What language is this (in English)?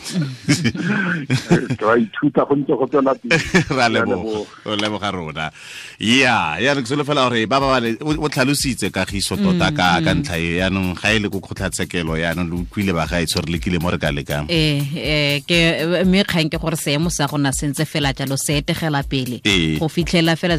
Tswana